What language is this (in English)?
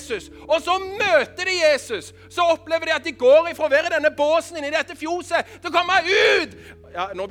Norwegian